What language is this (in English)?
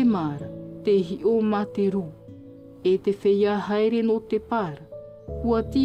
Tahitian